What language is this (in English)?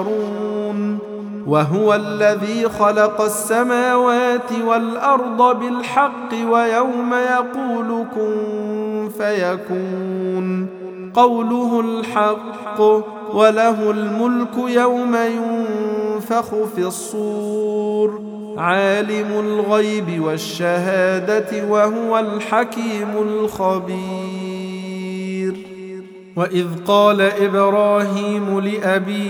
Arabic